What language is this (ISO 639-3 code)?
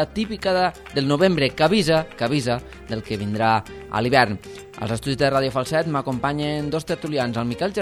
cat